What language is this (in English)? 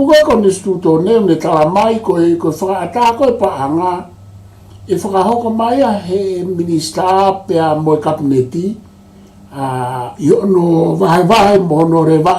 Tongan